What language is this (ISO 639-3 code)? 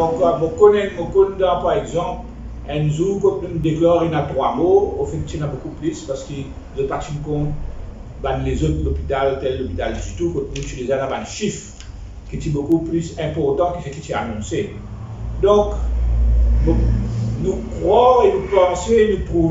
mfe